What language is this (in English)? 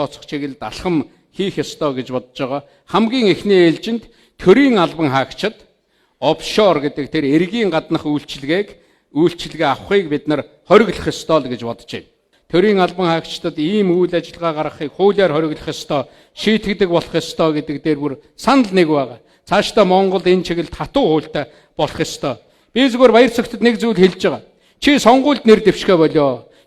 Mongolian